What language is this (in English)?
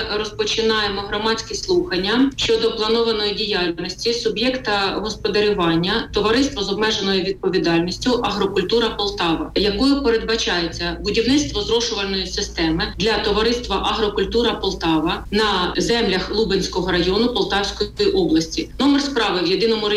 Ukrainian